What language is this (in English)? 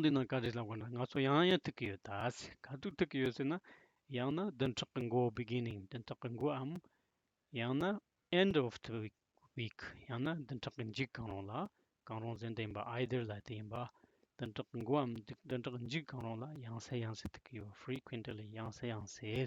Tibetan